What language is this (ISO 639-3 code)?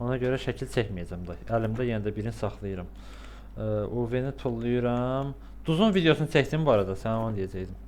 aze